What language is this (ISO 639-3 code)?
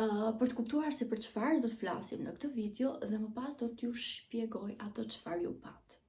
sqi